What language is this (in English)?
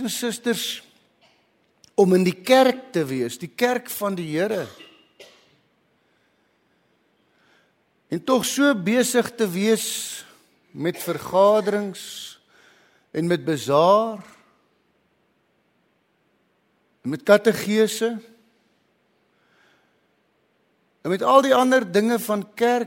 Afrikaans